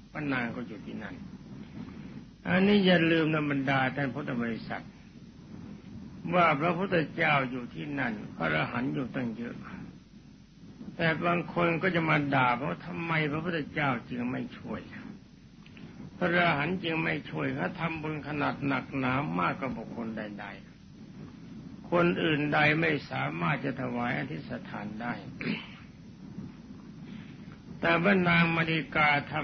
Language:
Thai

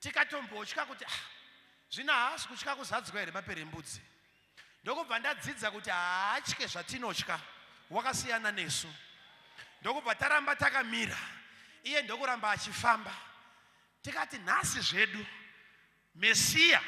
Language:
Shona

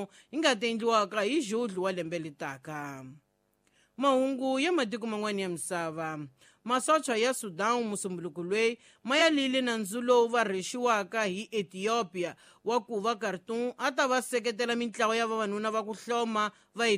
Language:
Tsonga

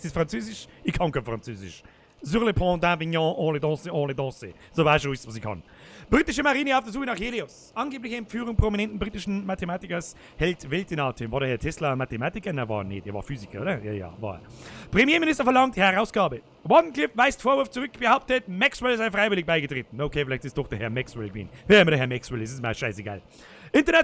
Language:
Bavarian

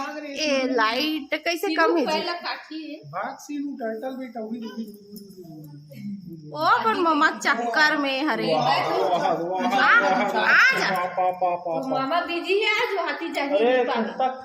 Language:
Chhattisgarhi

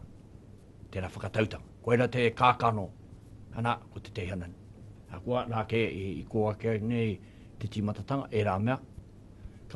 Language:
Māori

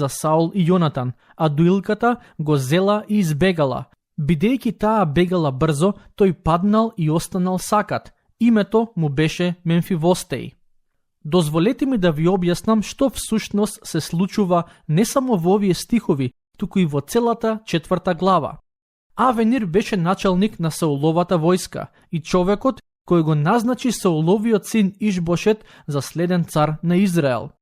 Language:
Macedonian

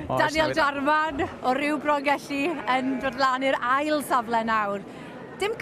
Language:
Welsh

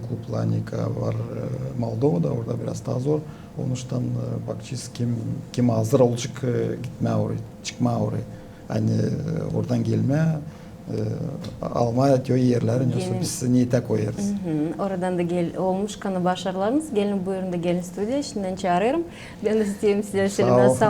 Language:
Gagauz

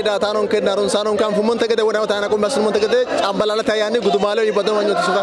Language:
Sidamo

